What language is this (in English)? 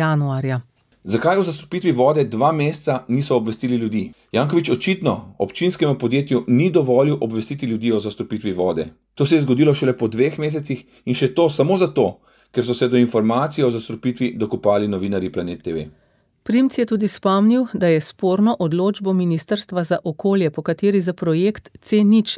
Slovenian